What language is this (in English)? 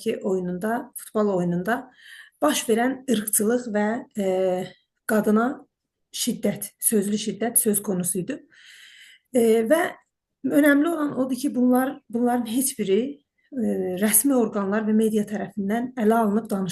South Azerbaijani